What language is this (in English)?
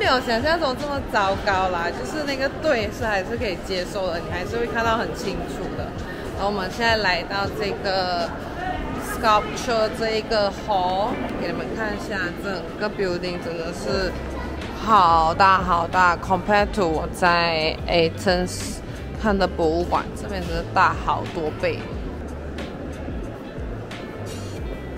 Chinese